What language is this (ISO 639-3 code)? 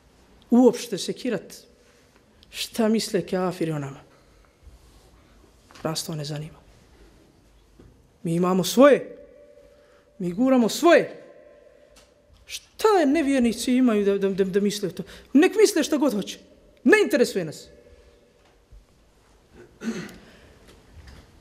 bos